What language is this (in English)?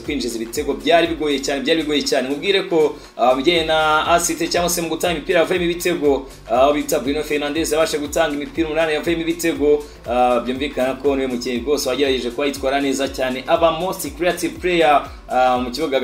Kinyarwanda